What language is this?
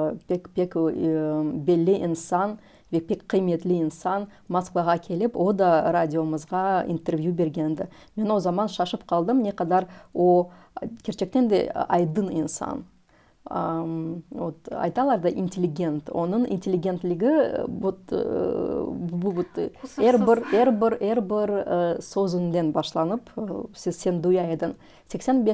Crimean Tatar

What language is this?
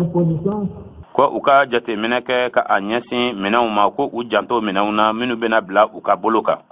Bambara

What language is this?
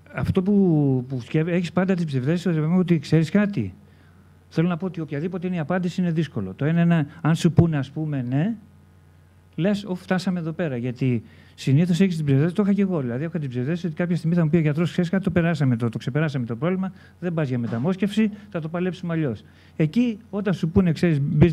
Greek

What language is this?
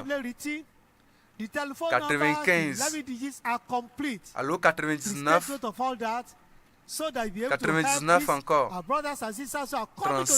Ewe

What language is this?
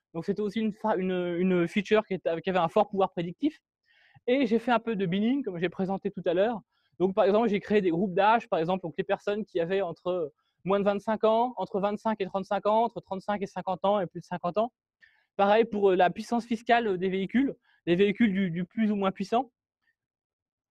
French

